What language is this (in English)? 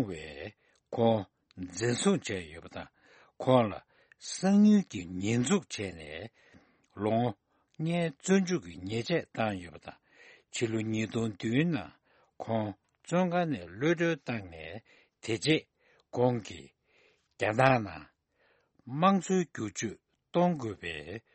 Tibetan